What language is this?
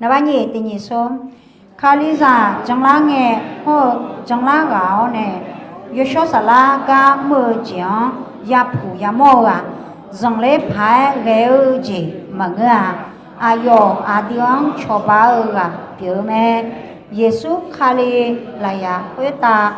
Akha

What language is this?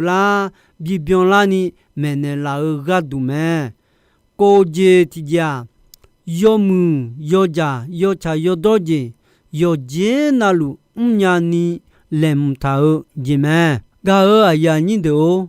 Akha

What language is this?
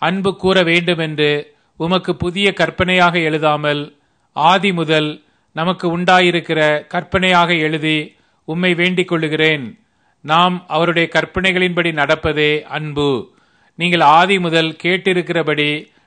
Tamil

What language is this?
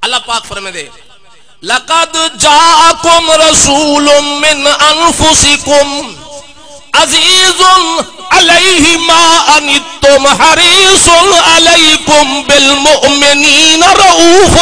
Saraiki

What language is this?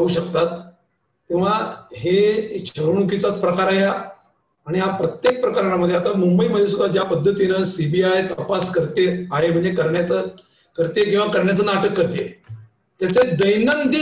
Marathi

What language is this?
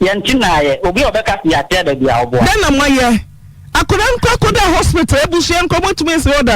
Akan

